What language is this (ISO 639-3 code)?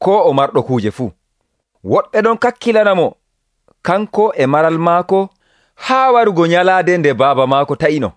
fuv